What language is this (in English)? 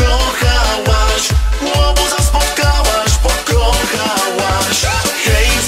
Polish